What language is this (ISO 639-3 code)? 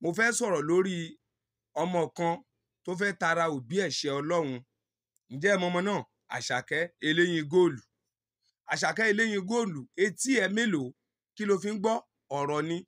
yor